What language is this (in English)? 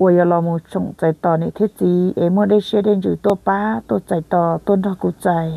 Hmong